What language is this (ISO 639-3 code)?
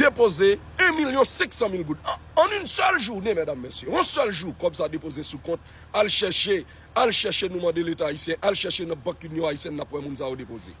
hat